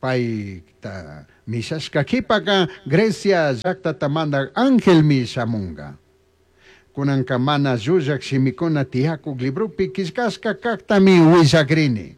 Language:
Chimborazo Highland Quichua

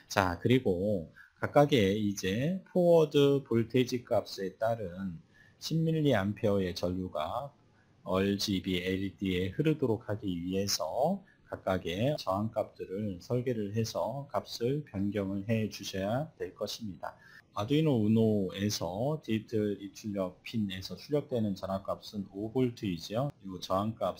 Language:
Korean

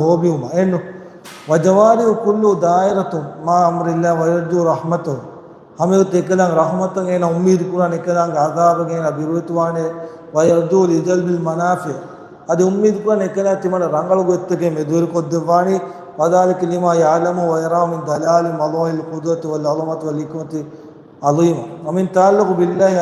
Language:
Divehi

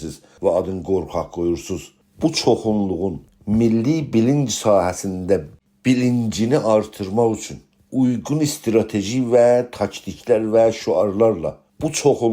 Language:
South Azerbaijani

